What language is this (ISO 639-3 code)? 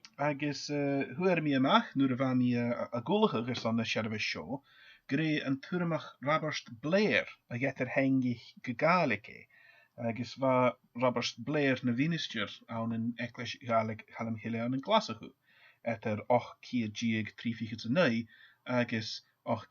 gla